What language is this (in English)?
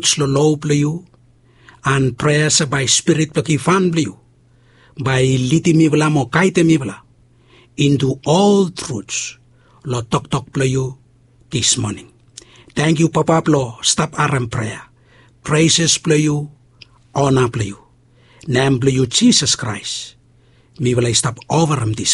Bislama